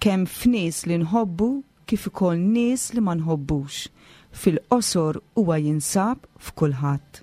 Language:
Maltese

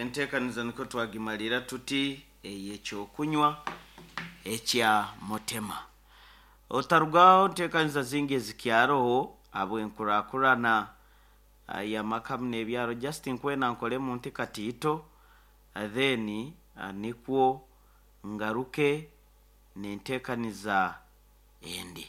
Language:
Nyankole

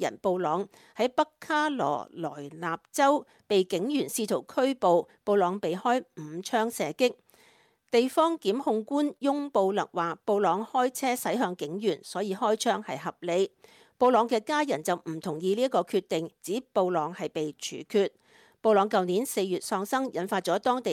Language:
Cantonese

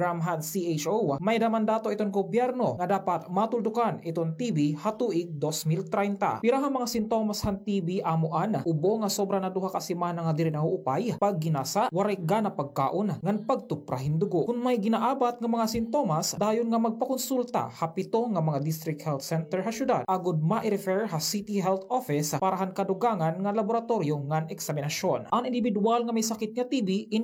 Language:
Waray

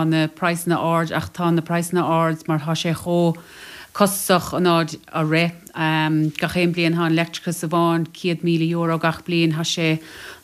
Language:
Irish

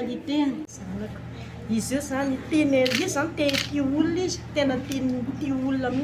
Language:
Malagasy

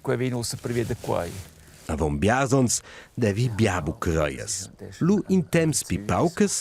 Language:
Romansh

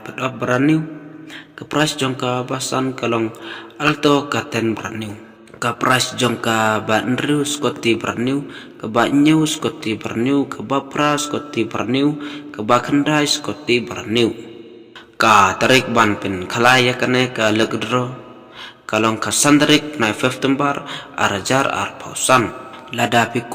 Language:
Khasi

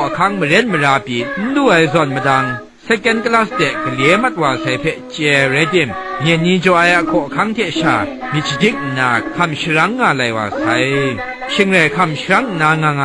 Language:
Kachin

